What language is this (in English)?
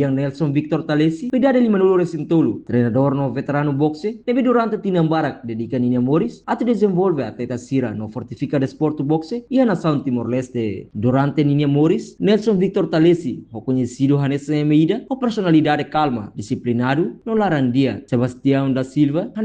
Tetum